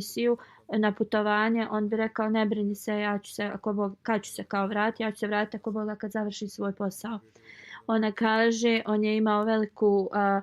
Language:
Bosnian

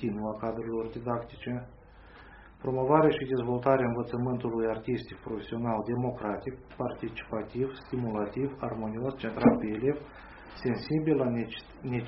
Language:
Romanian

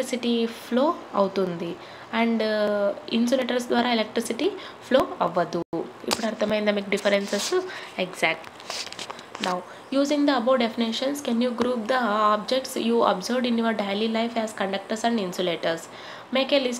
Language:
Telugu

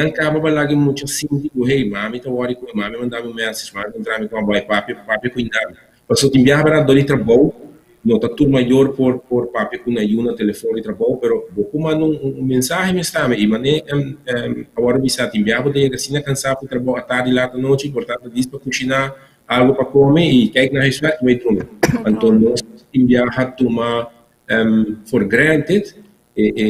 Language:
Papiamento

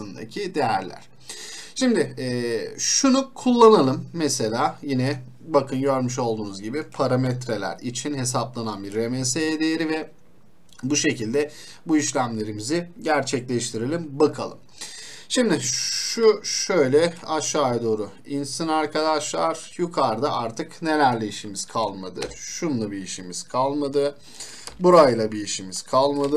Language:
Turkish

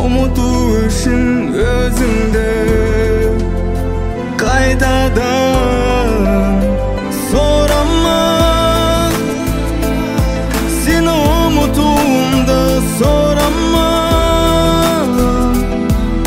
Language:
Kazakh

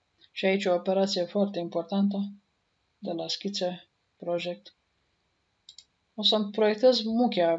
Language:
Romanian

